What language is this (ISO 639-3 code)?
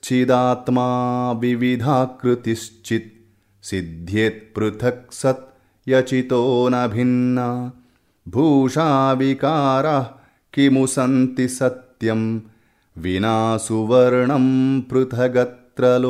san